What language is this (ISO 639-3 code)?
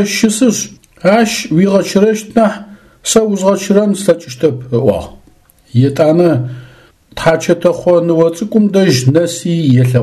ady